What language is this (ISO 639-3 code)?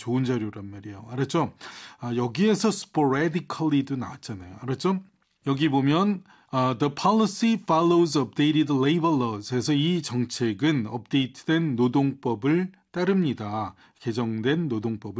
kor